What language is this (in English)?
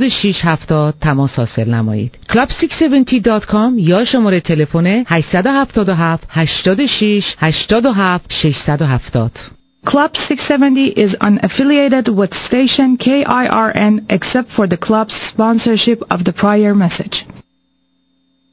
Persian